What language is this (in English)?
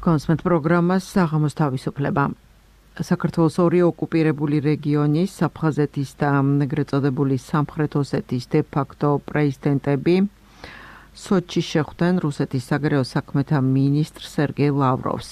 Georgian